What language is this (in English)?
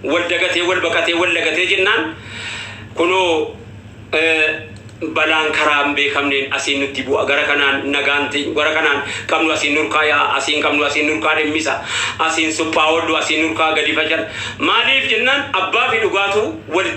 Oromo